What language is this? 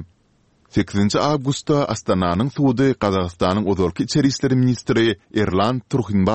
Kyrgyz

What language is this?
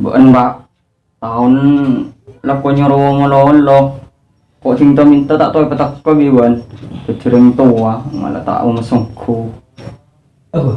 Madurese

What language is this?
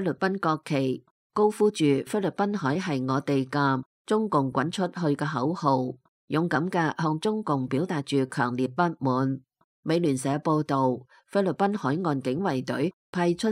Cantonese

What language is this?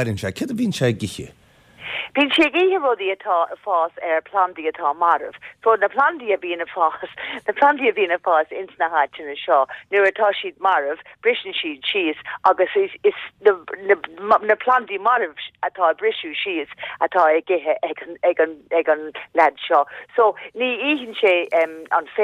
Irish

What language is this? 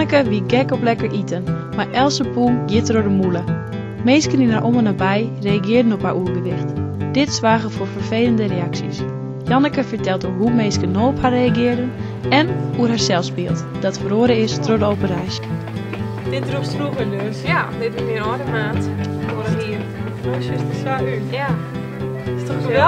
Western Frisian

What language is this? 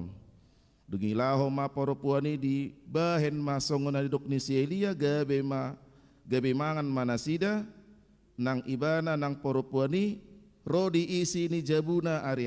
Batak Toba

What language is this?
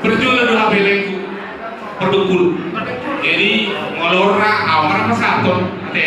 Batak Toba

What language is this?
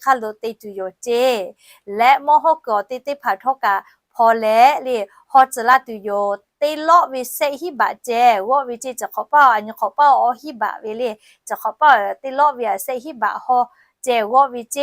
Lahu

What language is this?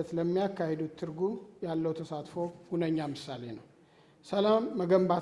Amharic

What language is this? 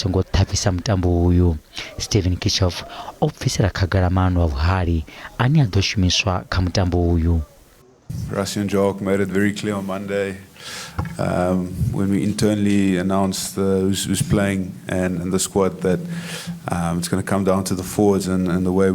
Venda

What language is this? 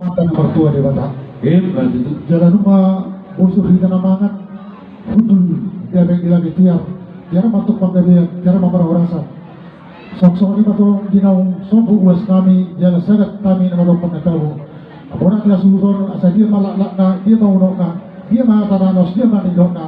Batak Toba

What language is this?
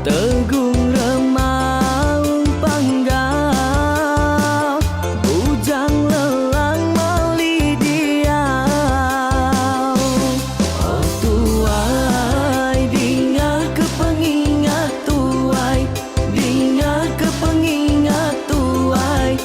Iban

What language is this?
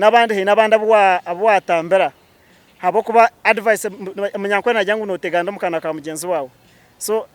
Nyankole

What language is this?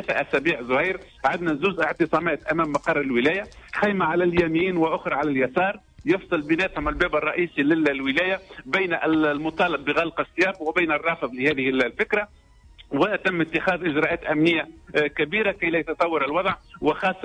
Tunisian Arabic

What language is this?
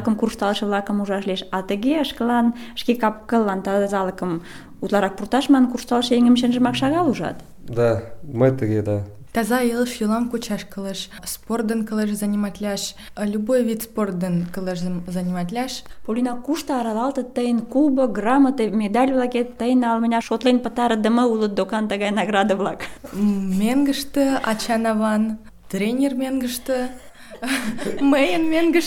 Mari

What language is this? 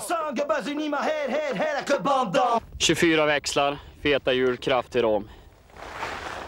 Swedish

